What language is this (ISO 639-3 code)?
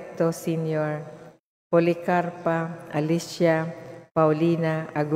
ceb